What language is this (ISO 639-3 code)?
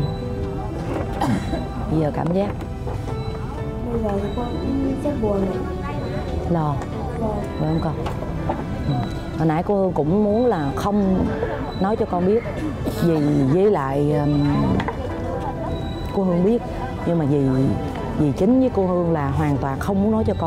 vie